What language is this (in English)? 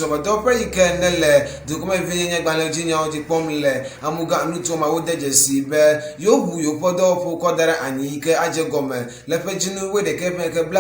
Ewe